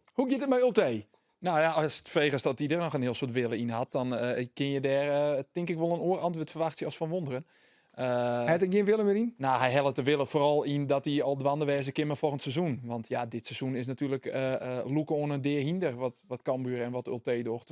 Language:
Western Frisian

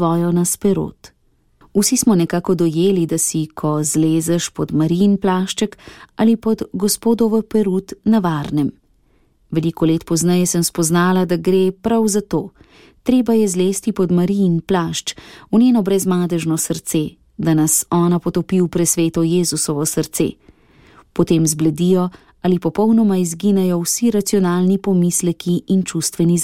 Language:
Slovenian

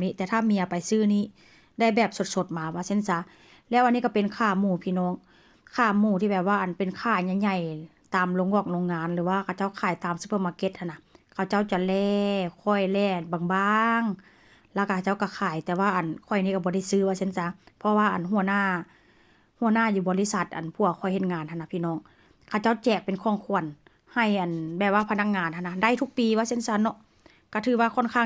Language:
Northeastern Thai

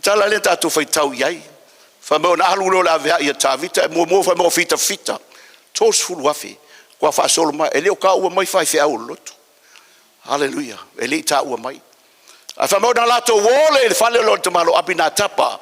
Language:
Samoan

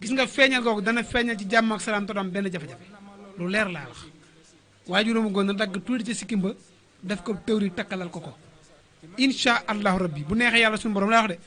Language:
Wolof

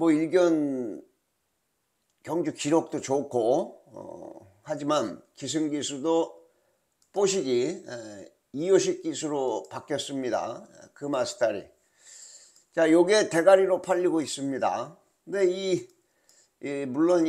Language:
Korean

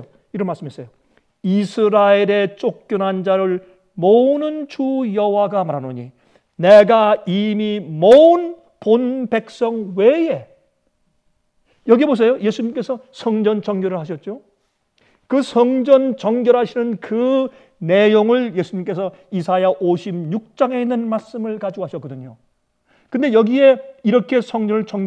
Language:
Korean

